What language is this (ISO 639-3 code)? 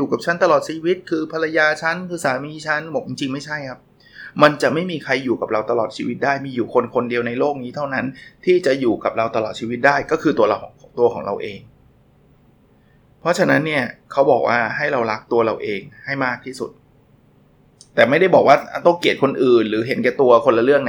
tha